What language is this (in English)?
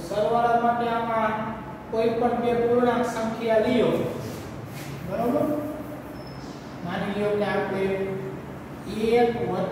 Gujarati